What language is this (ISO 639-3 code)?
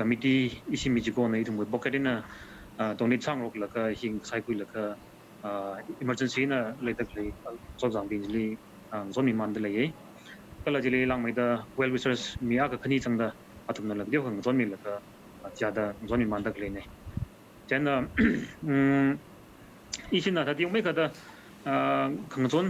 nmf